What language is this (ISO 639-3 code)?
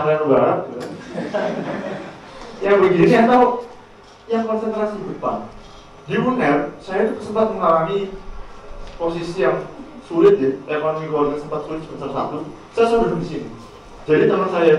ind